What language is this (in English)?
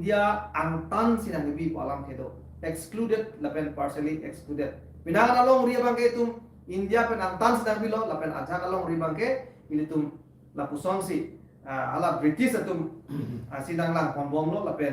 Karbi